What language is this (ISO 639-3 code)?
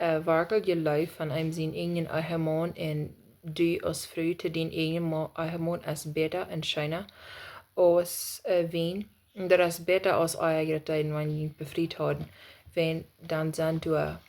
pdt